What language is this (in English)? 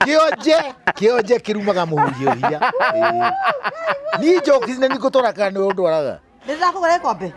Kikuyu